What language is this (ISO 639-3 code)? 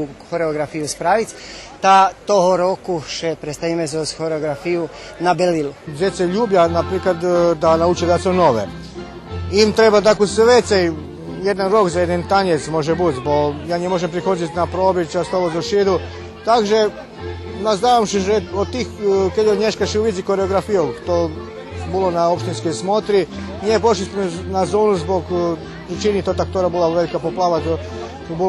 rue